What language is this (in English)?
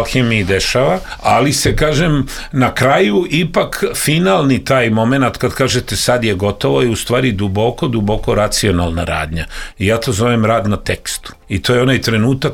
Serbian